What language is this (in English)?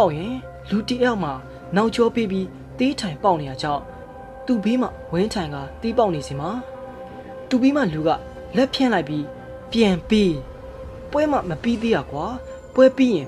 Burmese